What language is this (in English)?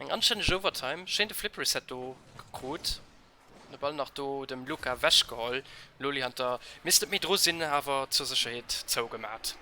Luxembourgish